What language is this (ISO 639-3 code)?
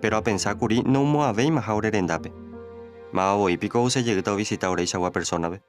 grn